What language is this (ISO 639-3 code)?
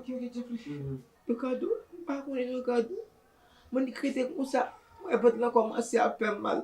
hat